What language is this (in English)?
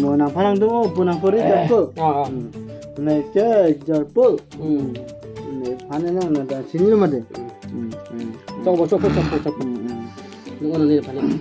Karbi